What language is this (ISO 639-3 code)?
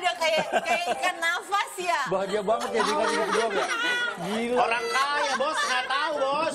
ind